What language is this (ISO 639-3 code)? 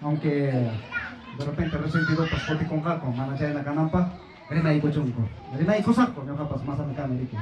quy